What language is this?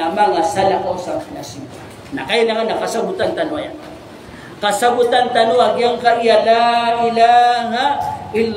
Maranao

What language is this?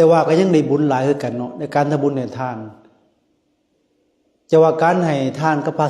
Lao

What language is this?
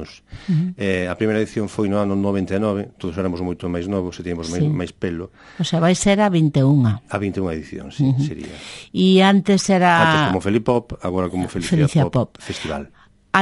Galician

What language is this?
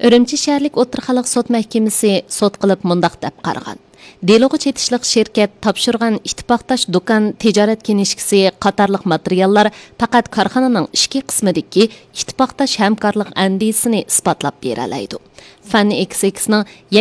Uyghur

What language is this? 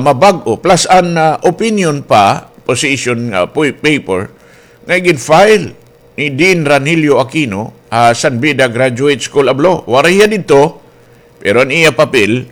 Waray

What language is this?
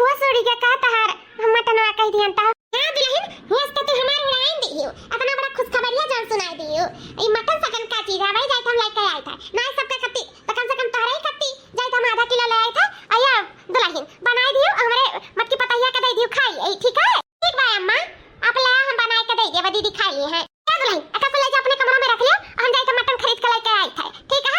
Awadhi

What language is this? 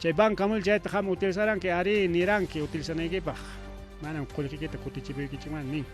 Ayacucho Quechua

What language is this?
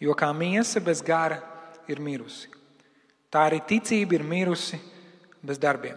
Latvian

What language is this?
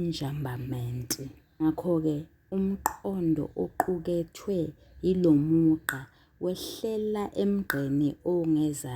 Zulu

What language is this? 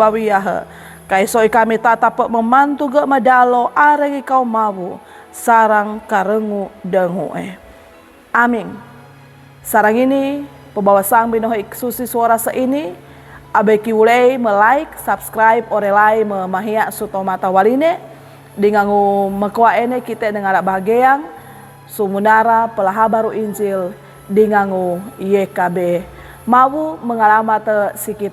Sangir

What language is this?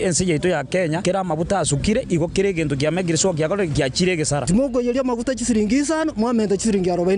Gusii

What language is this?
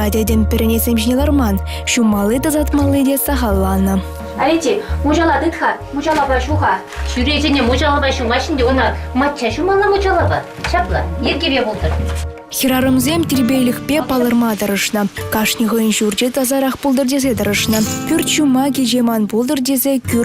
Chuvash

